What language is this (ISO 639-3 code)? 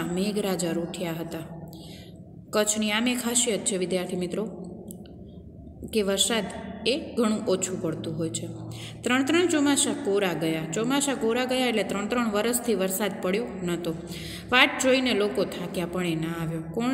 guj